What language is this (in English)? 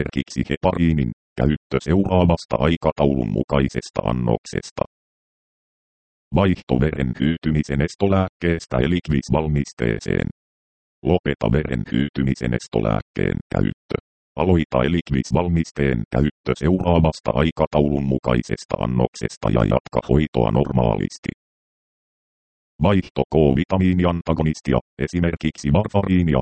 Finnish